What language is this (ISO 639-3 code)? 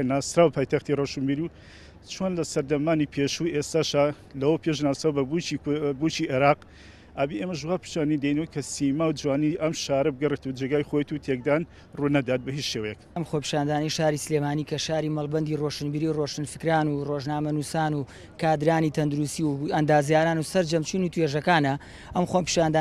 ckb